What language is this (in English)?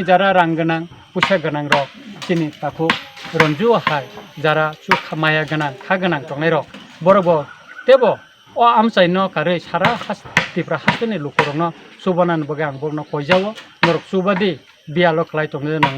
Kok Borok